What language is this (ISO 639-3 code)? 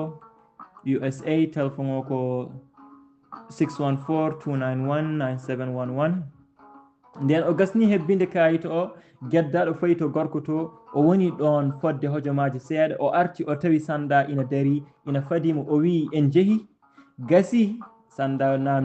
ful